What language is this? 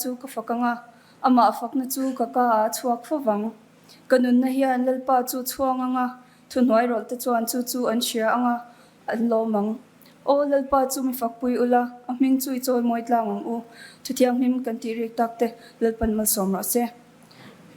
Mizo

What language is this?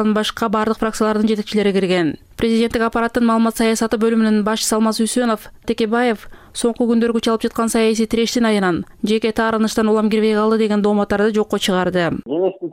Kyrgyz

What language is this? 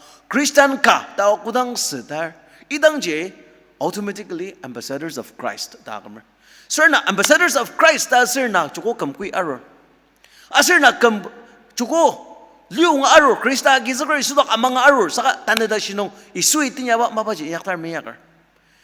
Ao Naga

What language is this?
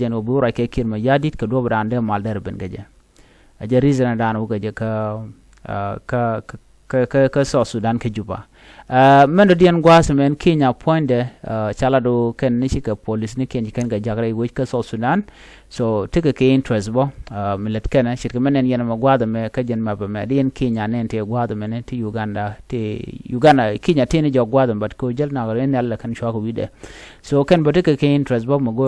Nuer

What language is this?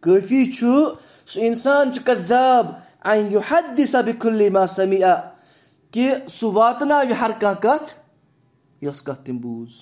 Kashmiri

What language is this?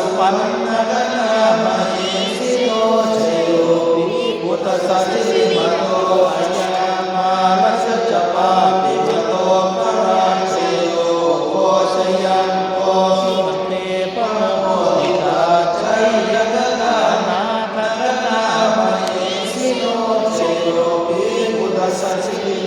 Pali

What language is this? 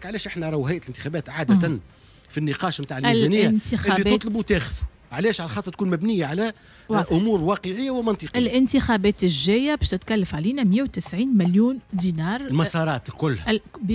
Tunisian Arabic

